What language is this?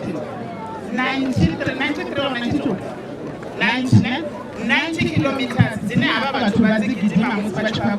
Venda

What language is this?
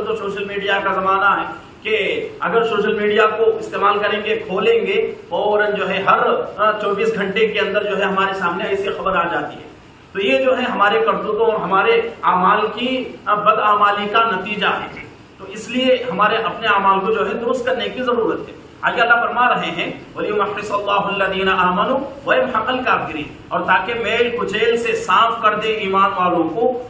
Urdu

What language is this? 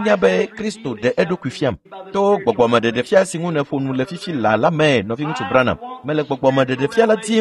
Ewe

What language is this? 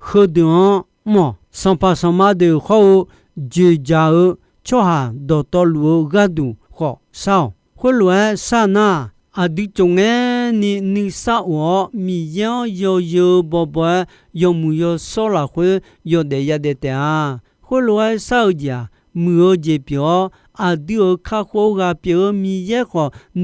Akha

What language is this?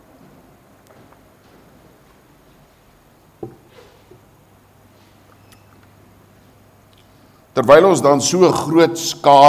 Afrikaans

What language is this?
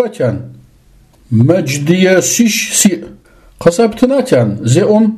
Adyghe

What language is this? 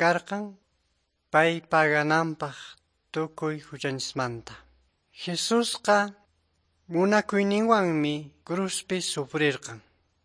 Quechua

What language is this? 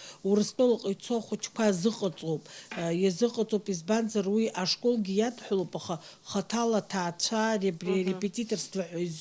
Abkhazian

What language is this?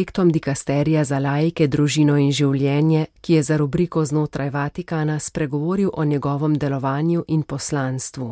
Slovenian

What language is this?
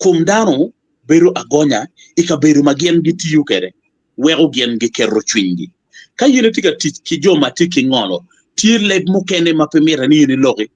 Acoli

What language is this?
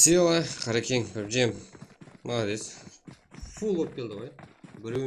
Kara-Kalpak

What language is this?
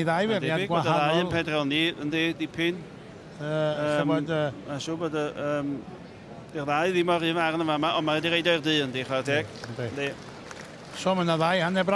Welsh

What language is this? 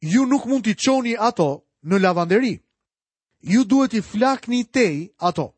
Albanian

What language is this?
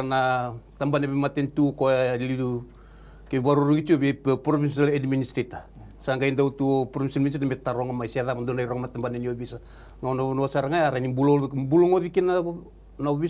Fijian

